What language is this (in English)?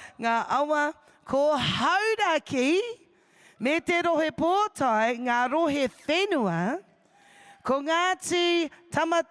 Māori